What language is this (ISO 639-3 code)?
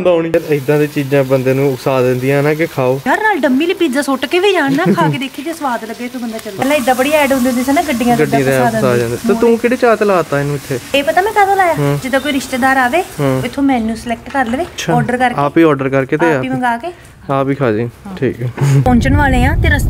pan